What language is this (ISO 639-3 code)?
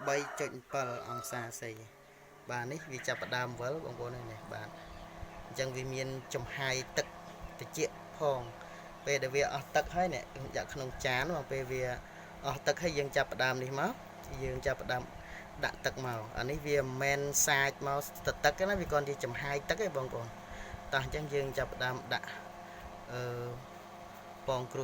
khm